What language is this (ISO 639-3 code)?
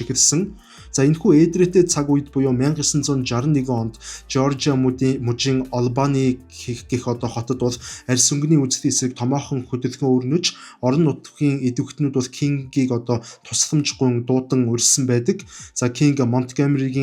mon